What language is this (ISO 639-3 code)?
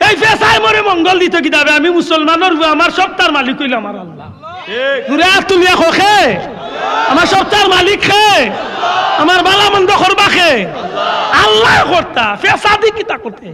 syl